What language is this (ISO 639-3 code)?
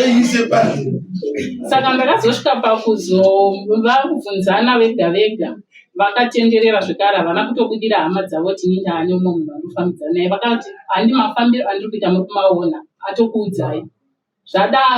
sna